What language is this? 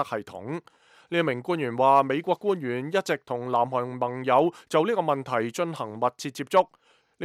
Cantonese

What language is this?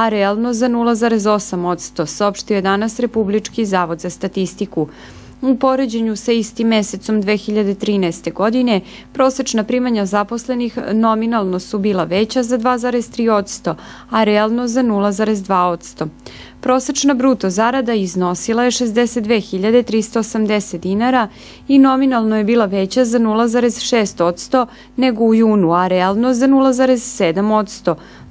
Serbian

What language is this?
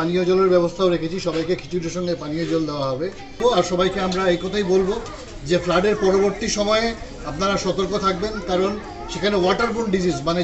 Bangla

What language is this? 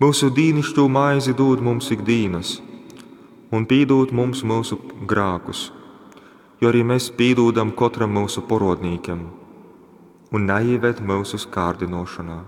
Latgalian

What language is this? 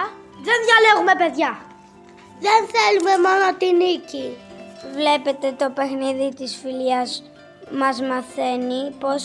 Greek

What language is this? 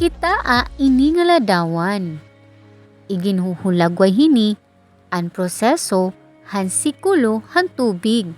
Waray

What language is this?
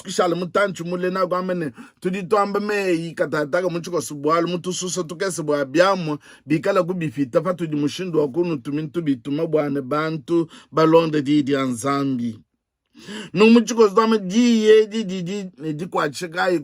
Luba-Lulua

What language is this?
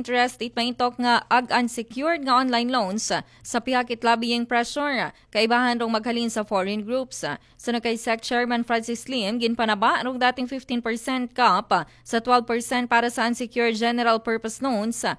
Aklanon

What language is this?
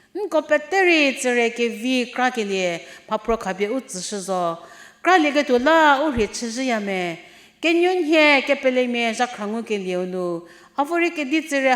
Angami Naga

